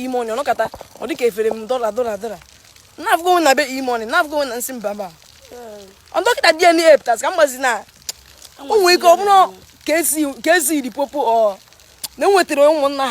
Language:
Igbo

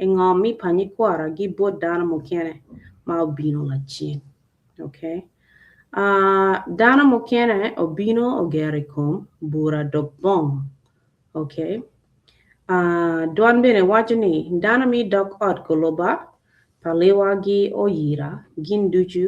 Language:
Acoli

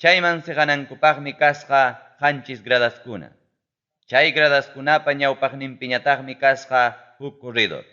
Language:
Ayacucho Quechua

